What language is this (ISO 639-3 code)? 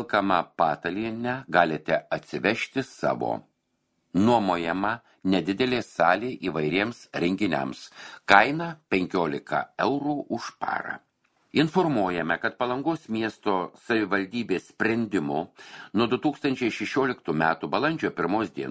lit